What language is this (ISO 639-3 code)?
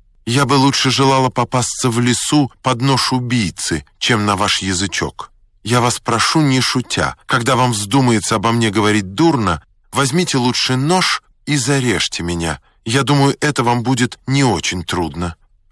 rus